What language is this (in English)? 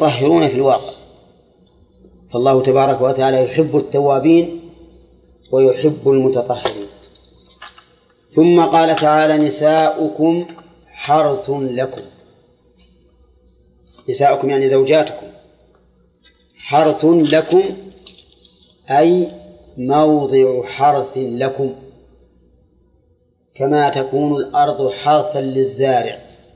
Arabic